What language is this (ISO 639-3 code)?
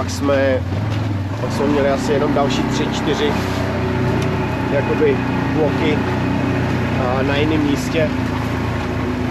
ces